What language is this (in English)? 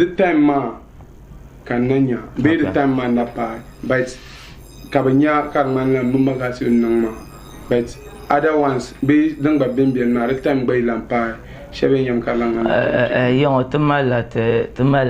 Dagbani